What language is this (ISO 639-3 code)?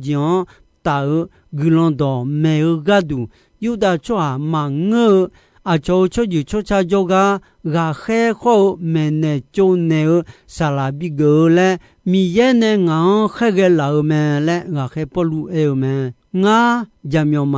ahk